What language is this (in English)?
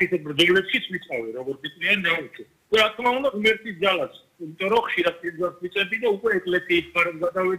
Georgian